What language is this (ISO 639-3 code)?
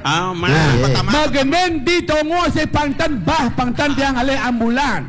ban